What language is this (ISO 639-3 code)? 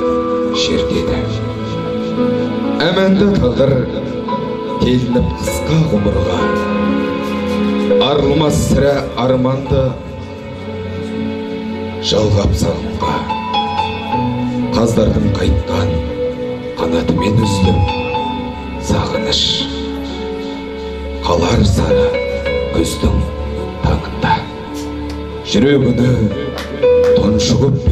kaz